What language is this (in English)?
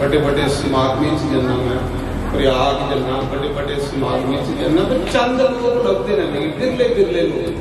Dogri